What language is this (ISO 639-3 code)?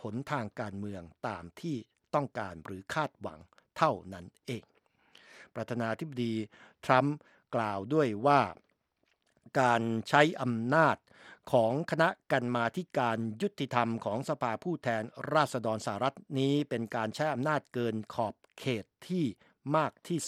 tha